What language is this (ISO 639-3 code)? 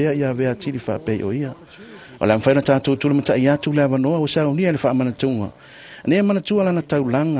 smo